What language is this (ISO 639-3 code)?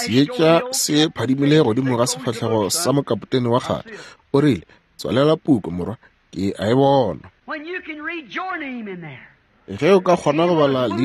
nso